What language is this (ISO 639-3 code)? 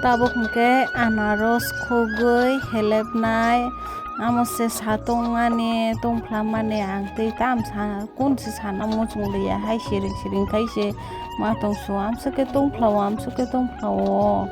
trp